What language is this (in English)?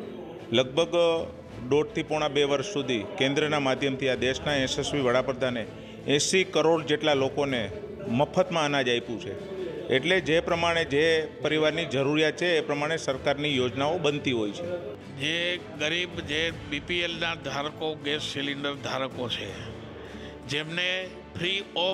Gujarati